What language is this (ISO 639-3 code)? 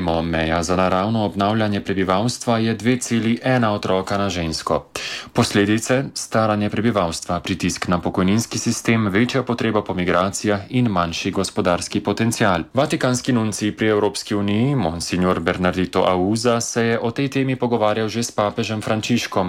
slv